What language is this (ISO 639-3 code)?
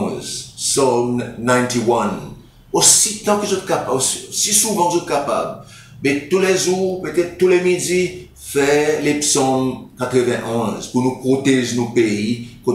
crs